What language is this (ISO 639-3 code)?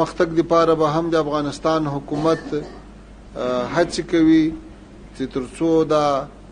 pus